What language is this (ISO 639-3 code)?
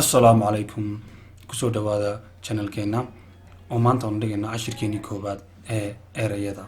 som